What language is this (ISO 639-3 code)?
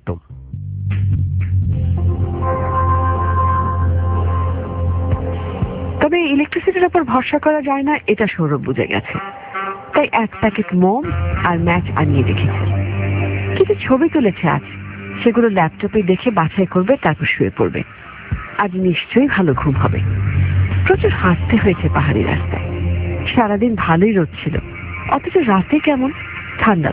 ben